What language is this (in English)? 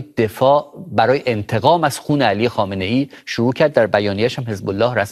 Persian